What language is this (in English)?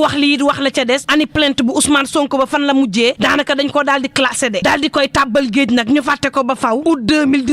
Wolof